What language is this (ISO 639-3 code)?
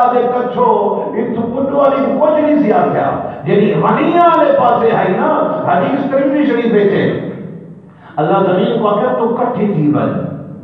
skr